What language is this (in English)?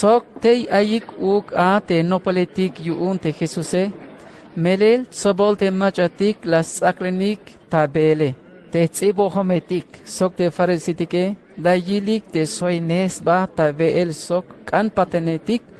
Tzeltal